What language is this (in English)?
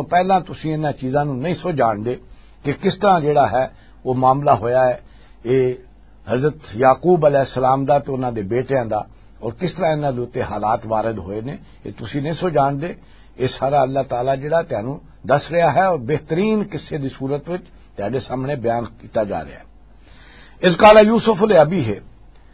Western Panjabi